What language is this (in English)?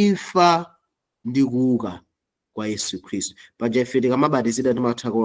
Nyanja